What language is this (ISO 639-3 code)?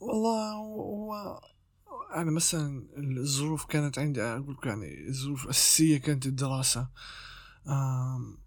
apc